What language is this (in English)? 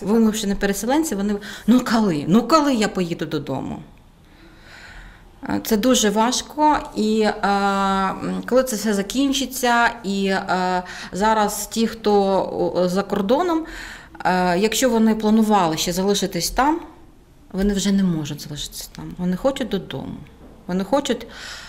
Ukrainian